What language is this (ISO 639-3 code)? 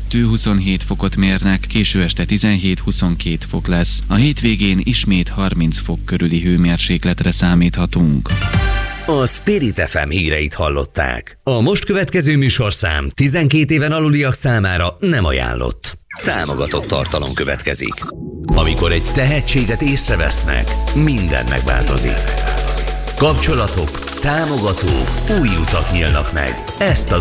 hun